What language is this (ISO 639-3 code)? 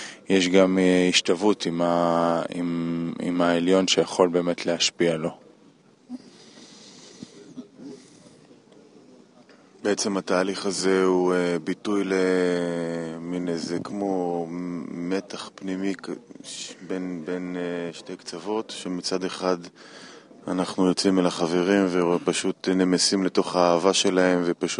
heb